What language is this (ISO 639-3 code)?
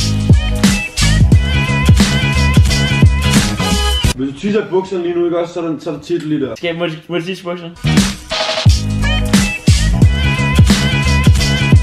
dan